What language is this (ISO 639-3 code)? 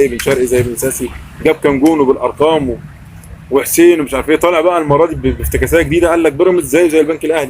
arz